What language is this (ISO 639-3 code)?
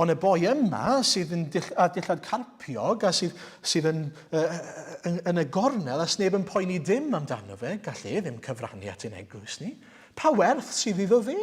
cym